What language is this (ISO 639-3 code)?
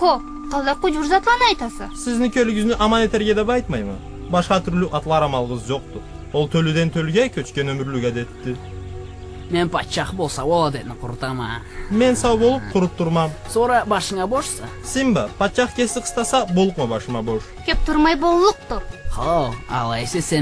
krc